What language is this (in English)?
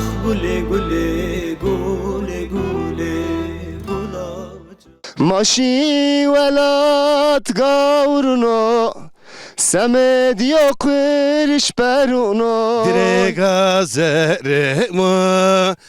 Zaza